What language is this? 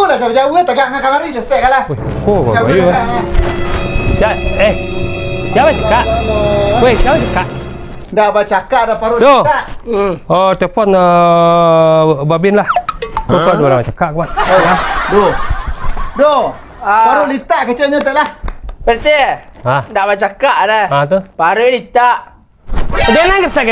Minangkabau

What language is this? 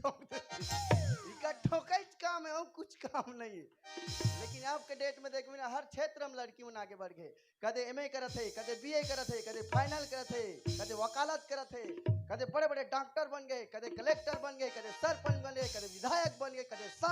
Chhattisgarhi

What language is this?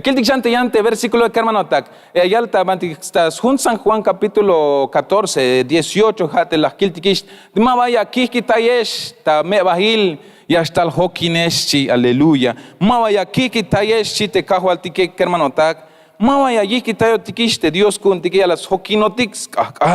Tzeltal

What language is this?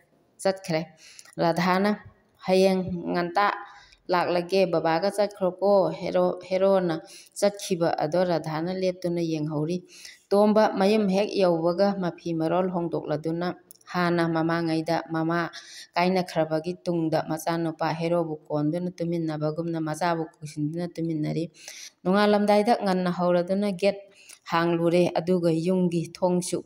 Manipuri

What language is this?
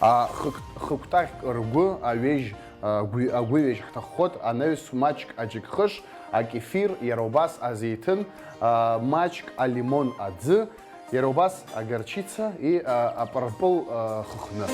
Abkhazian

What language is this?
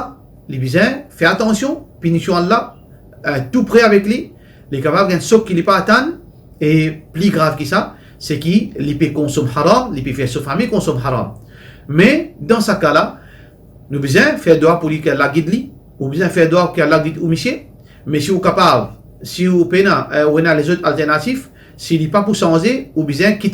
Morisyen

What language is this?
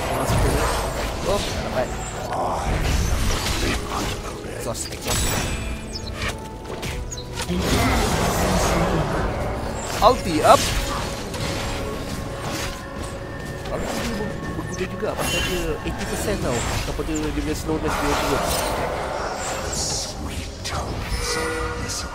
Malay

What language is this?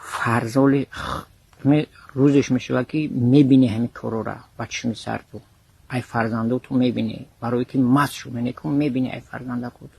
Tajik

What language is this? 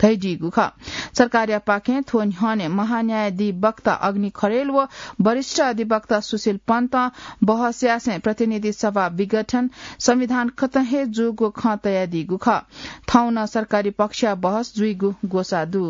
Newari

